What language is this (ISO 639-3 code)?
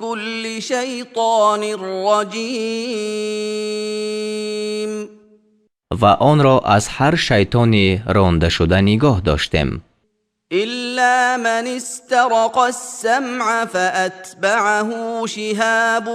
tgk